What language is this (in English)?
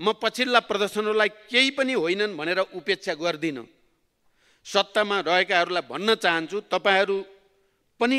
Nepali